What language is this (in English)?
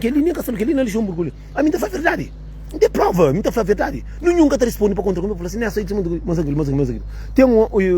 Kabuverdianu